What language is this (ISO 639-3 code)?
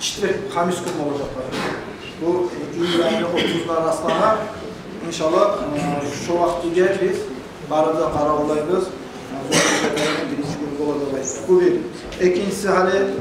kum